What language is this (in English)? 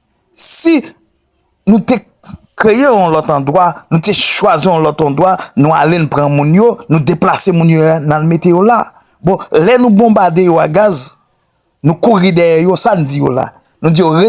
Haitian Creole